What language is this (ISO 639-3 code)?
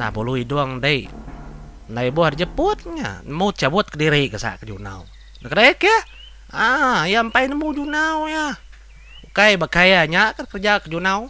iba